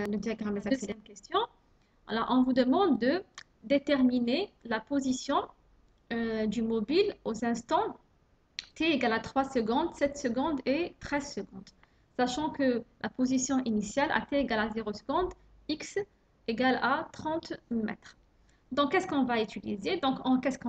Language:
French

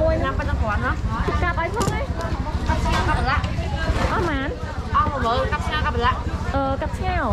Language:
Khmer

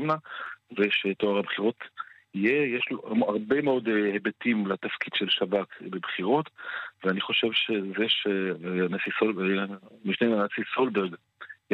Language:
Hebrew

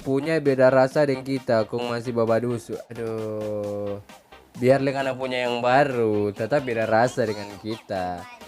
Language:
Manado Malay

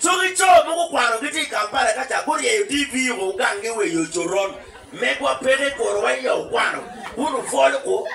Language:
Acoli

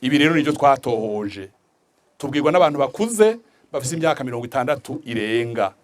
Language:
Rundi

